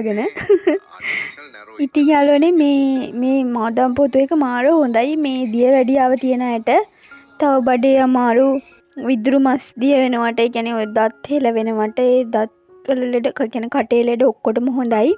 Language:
Sinhala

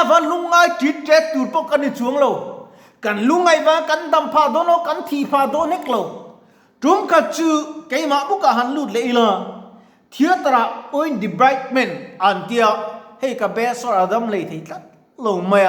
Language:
Mizo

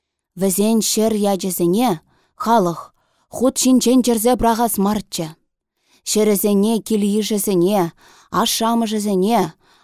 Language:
Chuvash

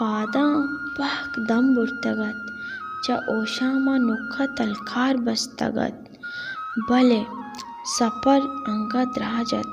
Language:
Baluchi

